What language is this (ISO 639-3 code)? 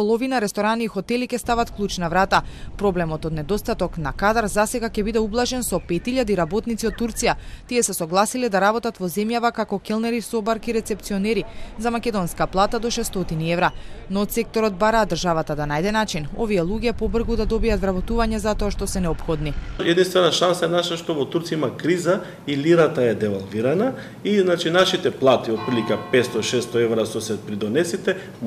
mkd